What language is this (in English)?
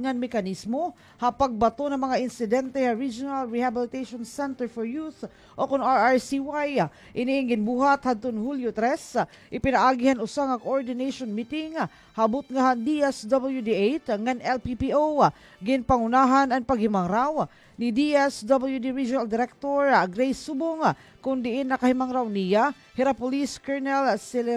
Waray